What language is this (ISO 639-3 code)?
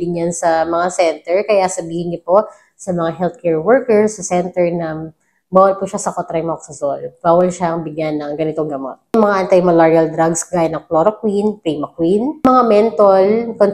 fil